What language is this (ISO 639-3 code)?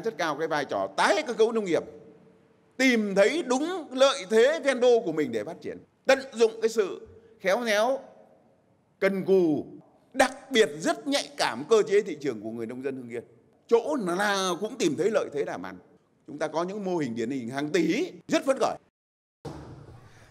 vie